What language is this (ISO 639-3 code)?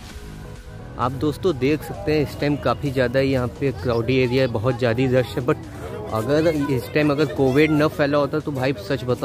hin